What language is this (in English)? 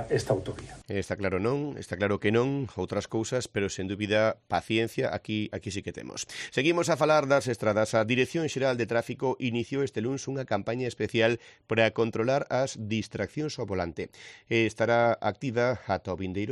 Galician